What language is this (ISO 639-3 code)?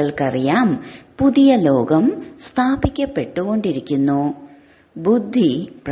mal